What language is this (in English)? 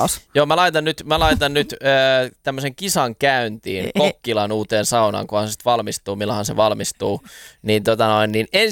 Finnish